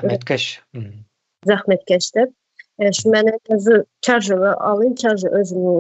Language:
Turkmen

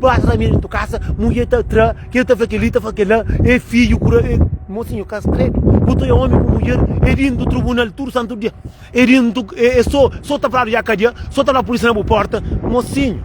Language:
Kabuverdianu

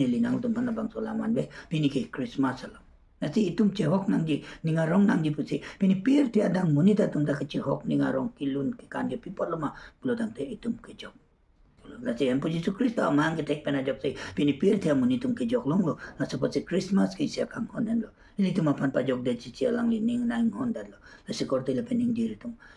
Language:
Karbi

